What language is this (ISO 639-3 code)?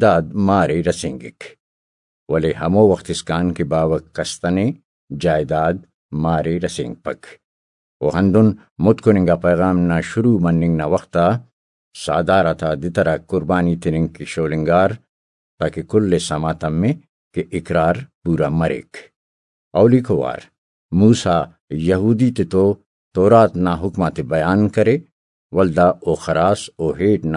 brh